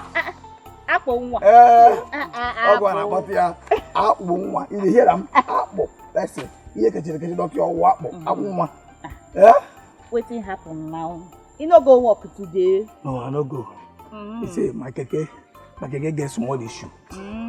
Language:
Nigerian Pidgin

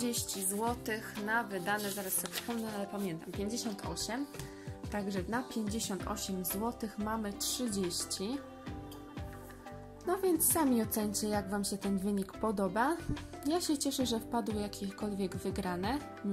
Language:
Polish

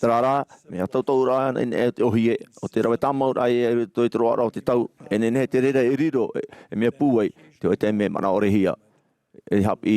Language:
Tahitian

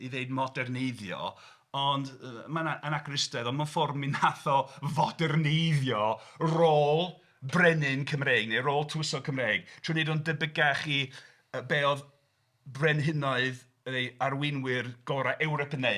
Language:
Welsh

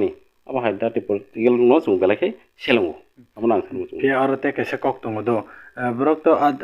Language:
Kok Borok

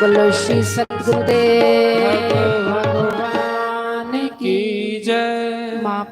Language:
Dogri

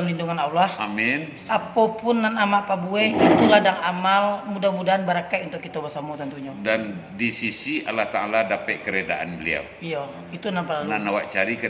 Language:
Minangkabau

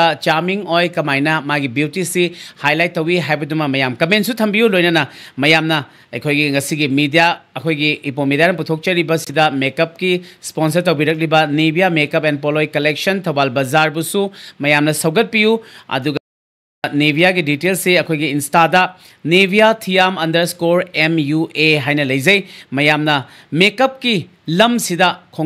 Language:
Manipuri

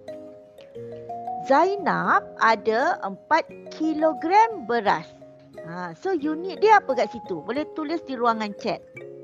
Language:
Malay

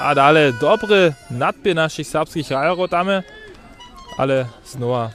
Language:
Upper Sorbian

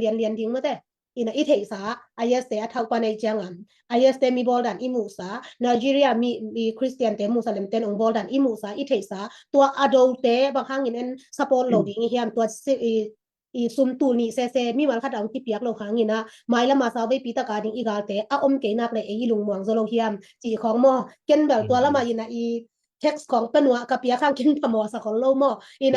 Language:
Tedim Chin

